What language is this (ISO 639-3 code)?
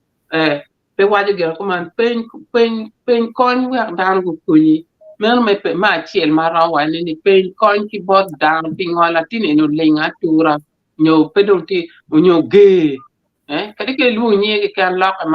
ach